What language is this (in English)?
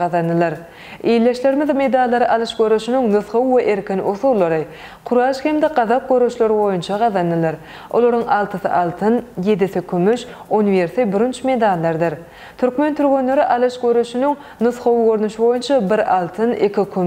Turkmen